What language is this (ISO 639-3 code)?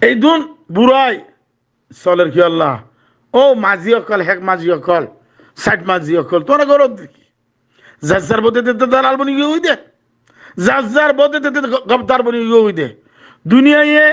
rhg